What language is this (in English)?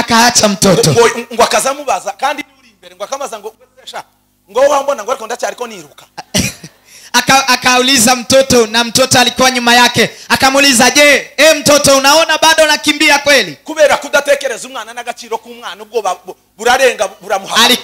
Kinyarwanda